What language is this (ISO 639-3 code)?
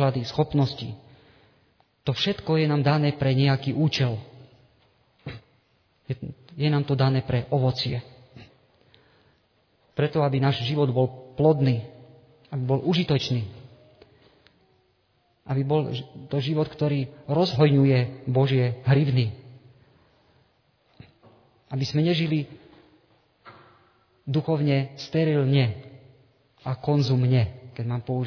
slk